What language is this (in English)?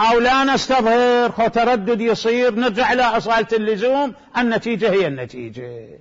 Mesopotamian Arabic